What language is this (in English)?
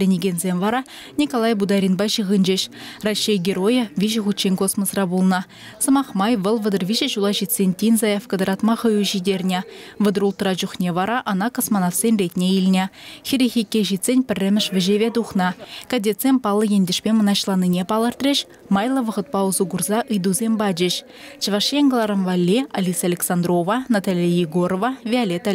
Chuvash